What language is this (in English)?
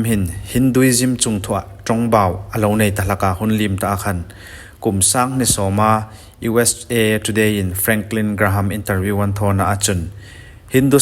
Hmar